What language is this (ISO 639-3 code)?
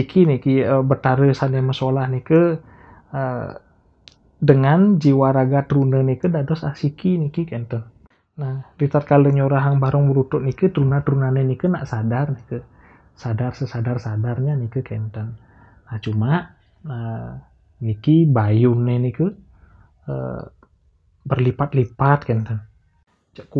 ban